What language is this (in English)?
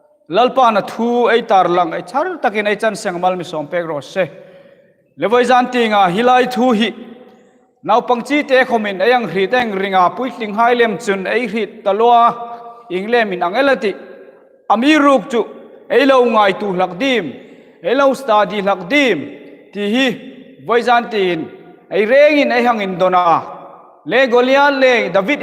Hmar